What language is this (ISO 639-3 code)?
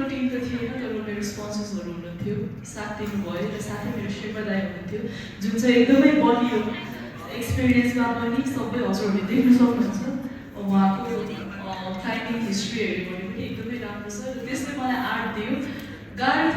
nep